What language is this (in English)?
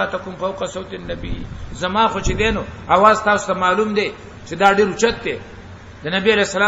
Pashto